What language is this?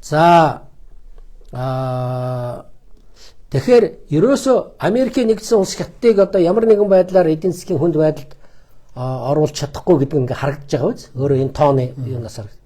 Mongolian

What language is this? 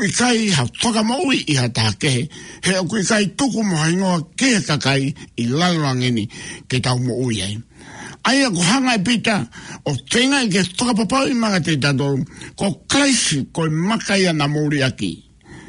Tongan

